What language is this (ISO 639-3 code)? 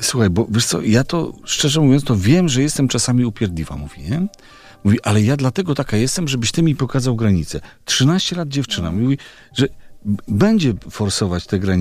pol